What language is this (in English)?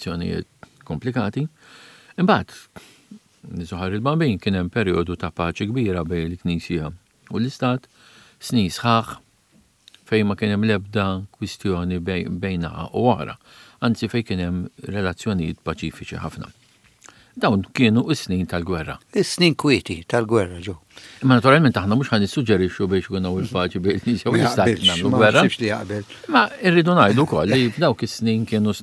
Maltese